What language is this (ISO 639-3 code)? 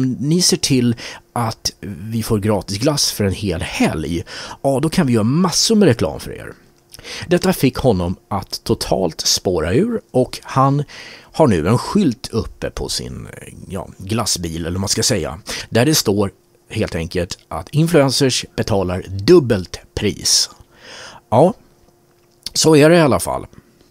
swe